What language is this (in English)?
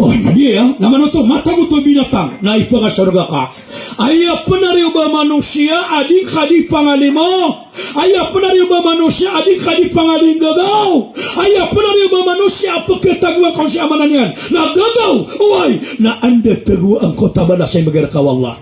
Maranao